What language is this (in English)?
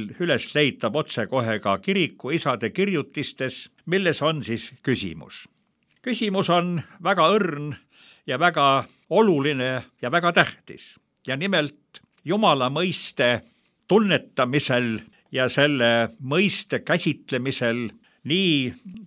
Estonian